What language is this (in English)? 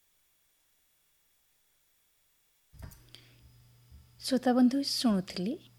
Hindi